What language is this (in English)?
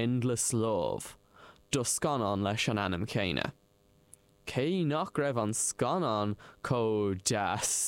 Irish